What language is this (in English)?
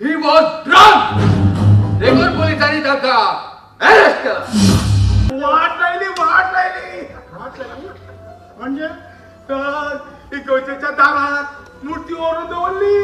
Konkani